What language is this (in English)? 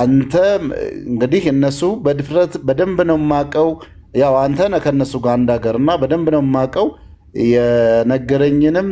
Amharic